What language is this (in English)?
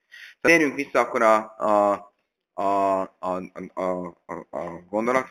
Hungarian